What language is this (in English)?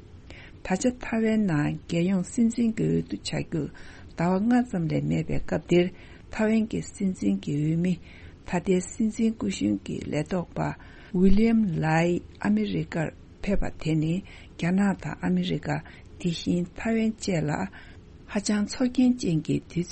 Tibetan